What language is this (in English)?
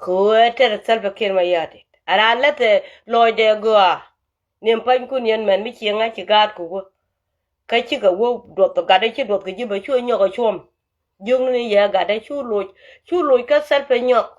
Nuer